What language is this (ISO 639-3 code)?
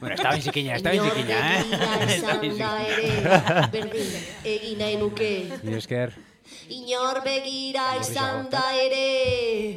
eus